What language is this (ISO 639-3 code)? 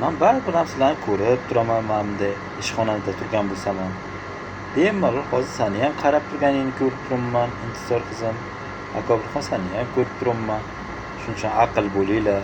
uzb